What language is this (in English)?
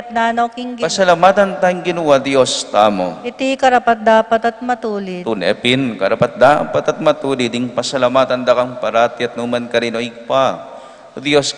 Pampanga